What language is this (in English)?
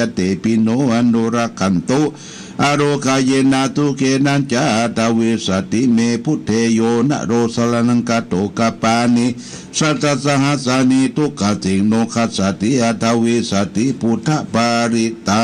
Pali